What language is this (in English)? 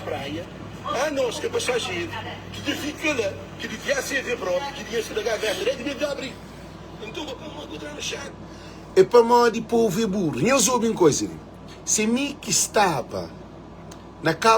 Kabuverdianu